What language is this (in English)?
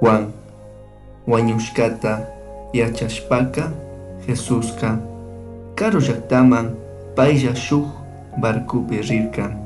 Chimborazo Highland Quichua